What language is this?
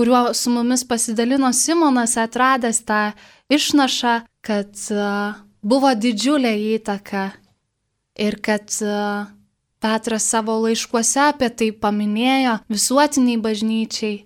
Lithuanian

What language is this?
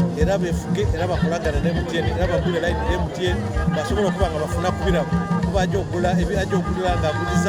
Soga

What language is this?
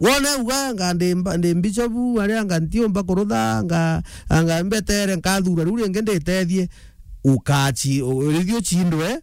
Meru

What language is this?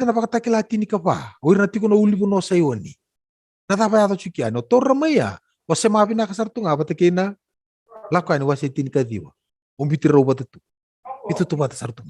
Fijian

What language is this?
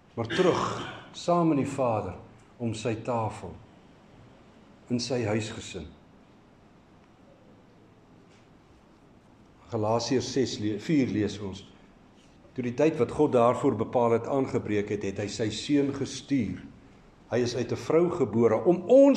Afrikaans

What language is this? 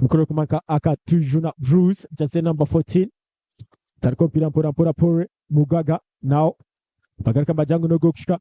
Nyankole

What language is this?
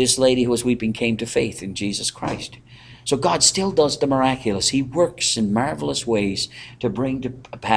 English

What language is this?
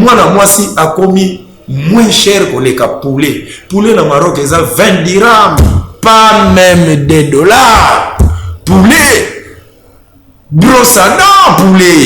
Lingala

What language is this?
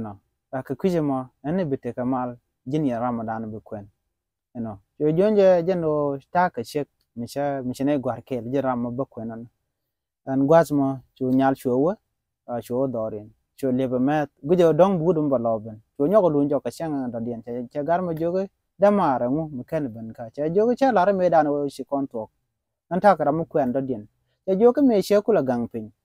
Nuer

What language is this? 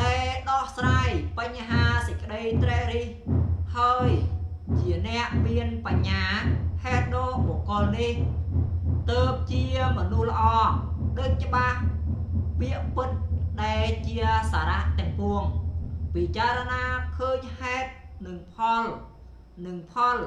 Khmer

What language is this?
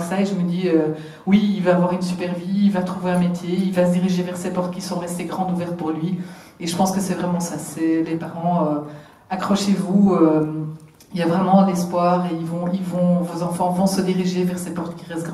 French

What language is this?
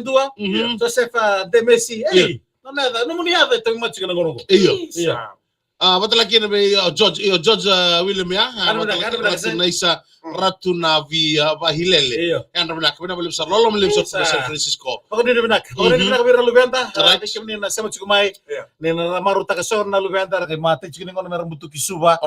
Fijian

